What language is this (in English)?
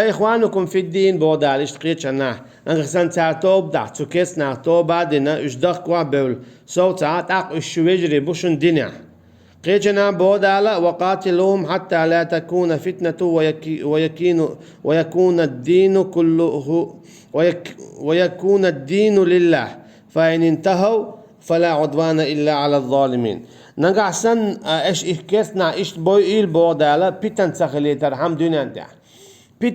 Chechen